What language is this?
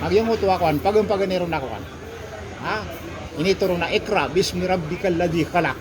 Maranao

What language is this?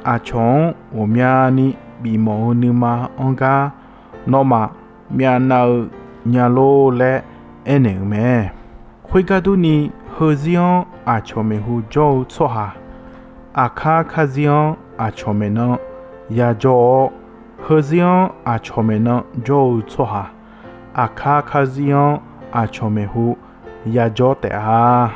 Akha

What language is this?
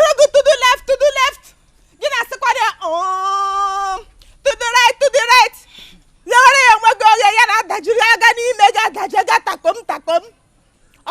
Igbo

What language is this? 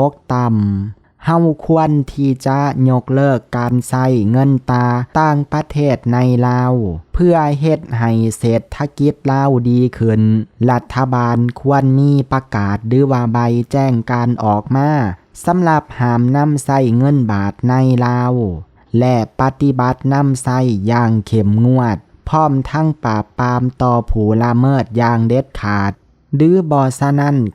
Lao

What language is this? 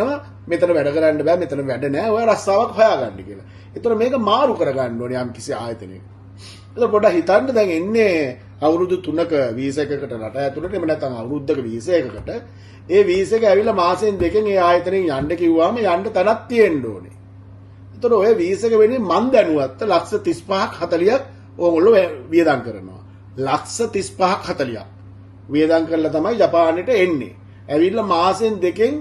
Sinhala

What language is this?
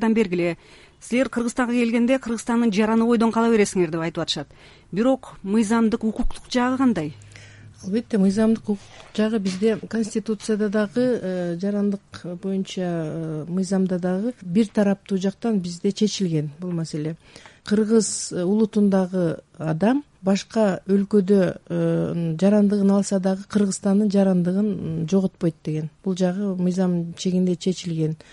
Kyrgyz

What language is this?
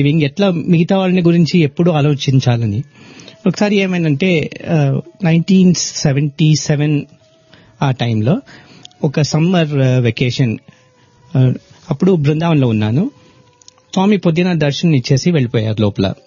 Telugu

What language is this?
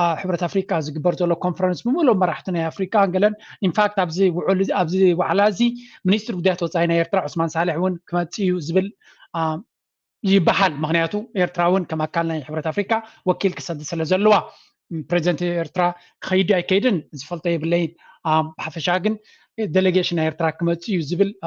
Tigrinya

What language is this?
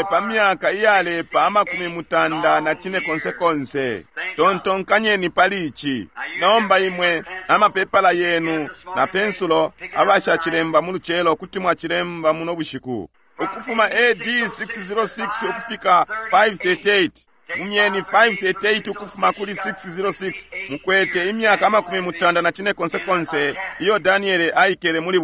Bemba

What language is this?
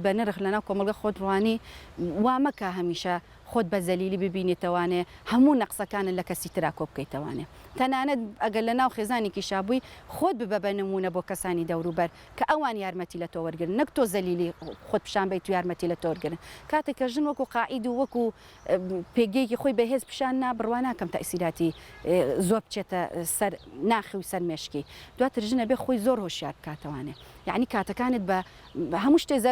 Central Kurdish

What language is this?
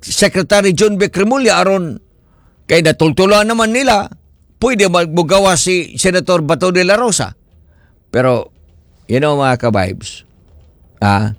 Cebuano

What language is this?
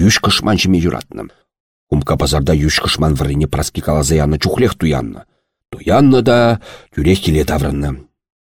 Chuvash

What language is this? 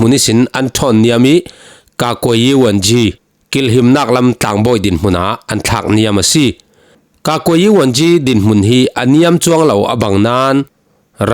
Falam Chin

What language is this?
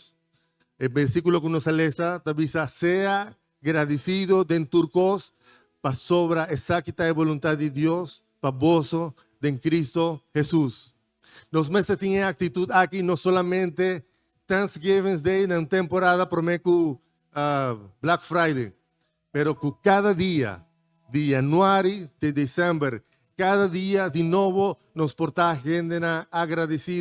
Papiamento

